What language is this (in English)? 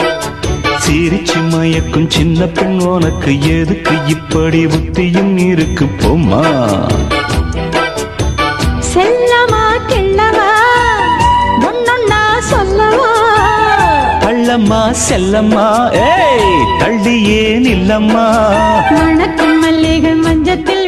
Tamil